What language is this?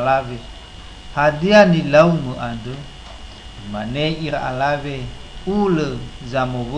Nias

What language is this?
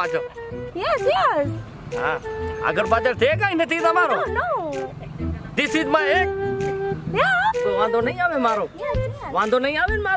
Gujarati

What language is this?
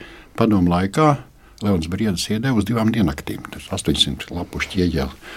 Latvian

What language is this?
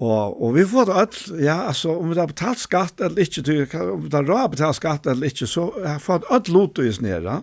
Faroese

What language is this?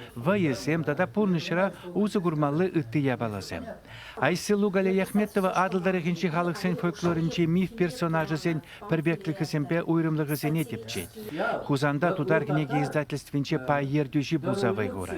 Chuvash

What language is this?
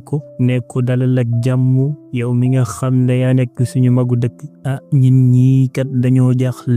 Wolof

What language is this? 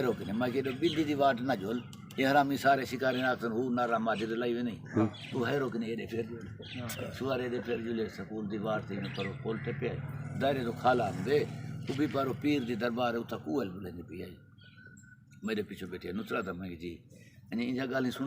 Saraiki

